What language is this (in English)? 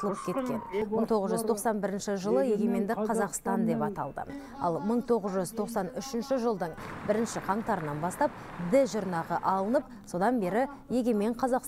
Kazakh